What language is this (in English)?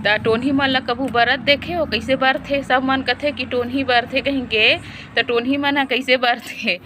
Chhattisgarhi